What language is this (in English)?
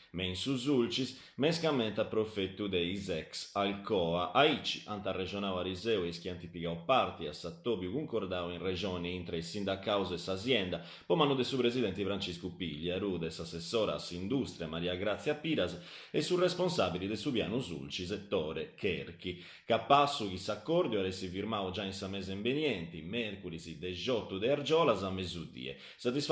Sardinian